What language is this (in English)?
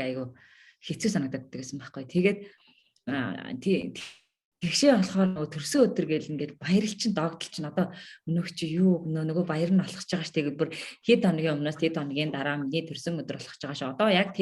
Mongolian